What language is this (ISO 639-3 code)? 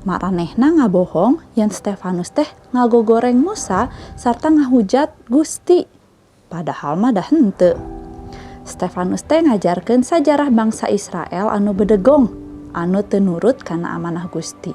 sun